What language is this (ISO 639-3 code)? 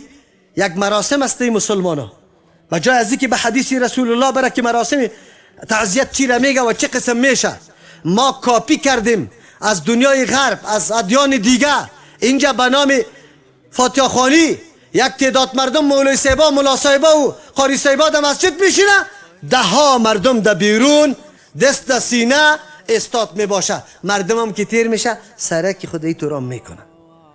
fas